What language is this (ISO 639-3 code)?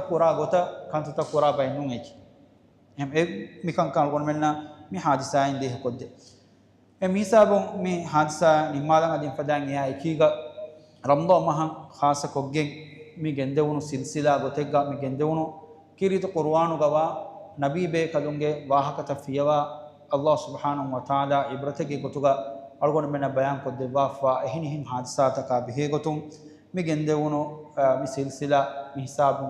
div